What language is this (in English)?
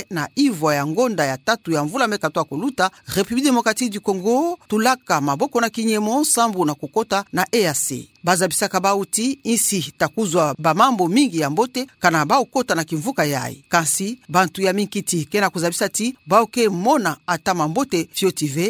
Kituba (Democratic Republic of Congo)